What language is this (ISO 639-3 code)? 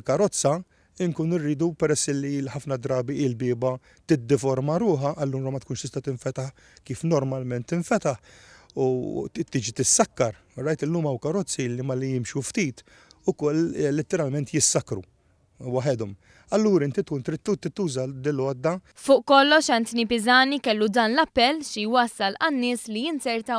mlt